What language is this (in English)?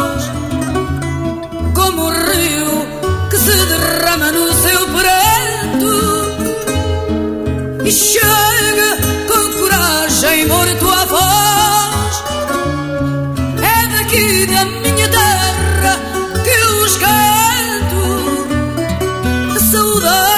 Portuguese